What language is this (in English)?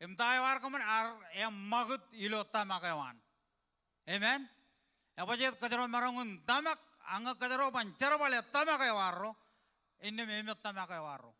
Marshallese